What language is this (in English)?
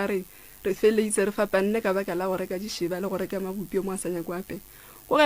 Northern Sotho